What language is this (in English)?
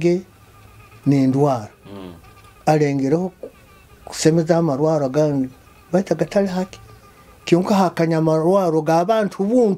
Nyoro